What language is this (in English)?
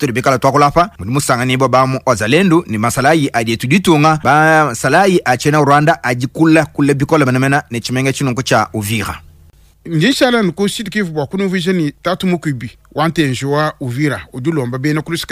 Luba-Lulua